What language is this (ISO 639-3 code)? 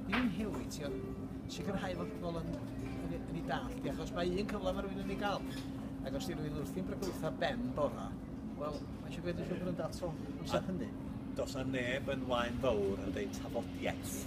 cym